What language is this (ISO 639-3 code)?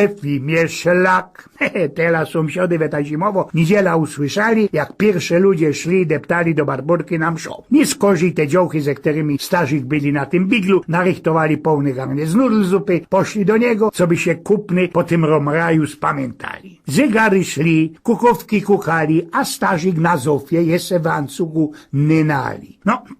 szl